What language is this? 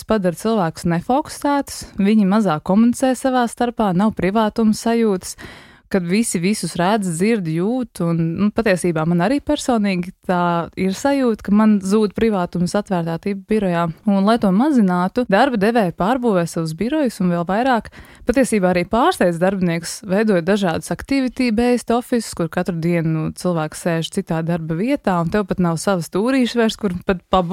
Latvian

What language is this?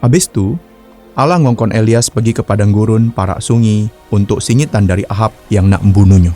Musi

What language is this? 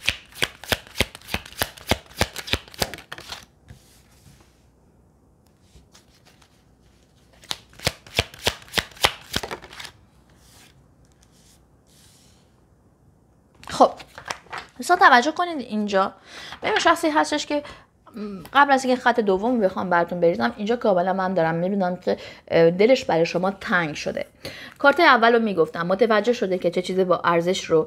Persian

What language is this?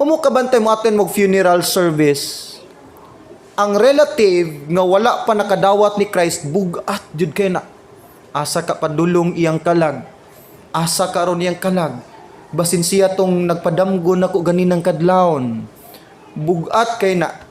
Cebuano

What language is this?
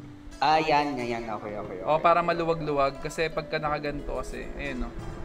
Filipino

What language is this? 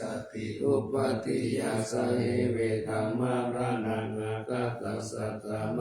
Pali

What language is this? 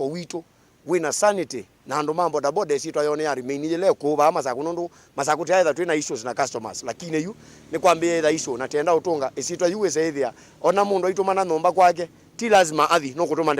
Kamba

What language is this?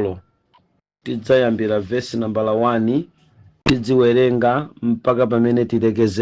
Nyanja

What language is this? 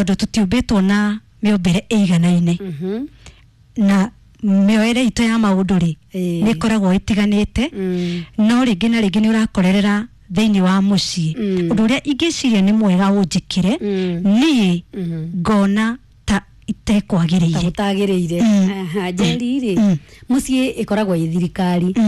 Kikuyu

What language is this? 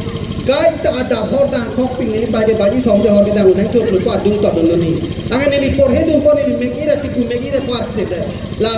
Karbi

